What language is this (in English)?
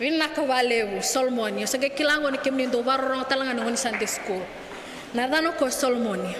Fijian